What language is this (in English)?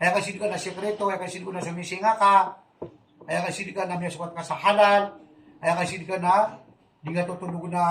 Maranao